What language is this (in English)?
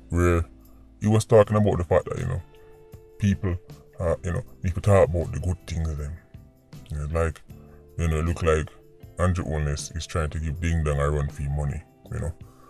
Jamaican Creole English